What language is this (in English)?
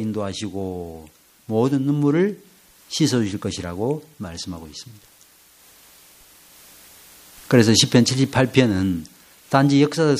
Korean